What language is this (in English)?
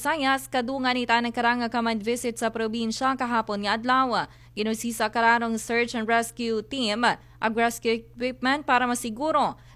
Aklanon